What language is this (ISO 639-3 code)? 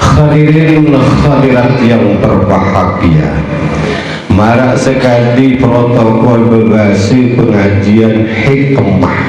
sas